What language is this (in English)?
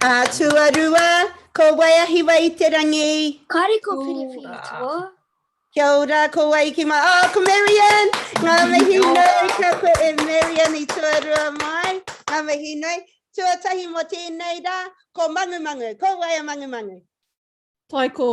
Māori